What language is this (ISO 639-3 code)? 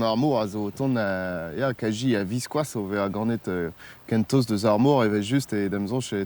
bre